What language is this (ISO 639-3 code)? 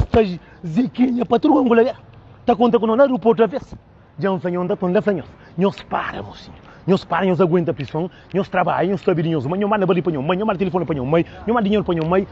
kea